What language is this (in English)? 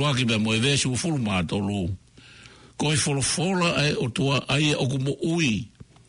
Tongan